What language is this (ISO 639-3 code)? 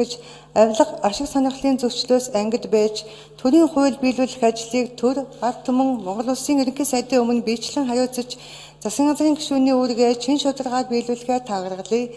mon